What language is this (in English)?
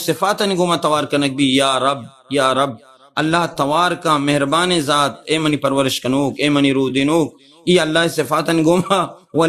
Baluchi